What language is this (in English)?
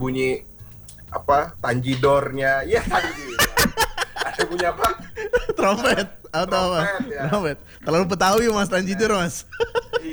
Indonesian